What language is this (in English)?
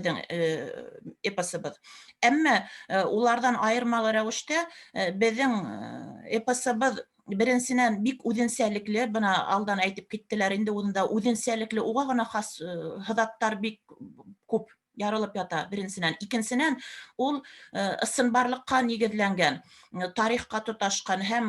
Bashkir